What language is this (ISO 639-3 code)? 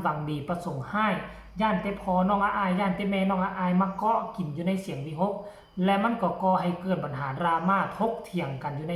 lao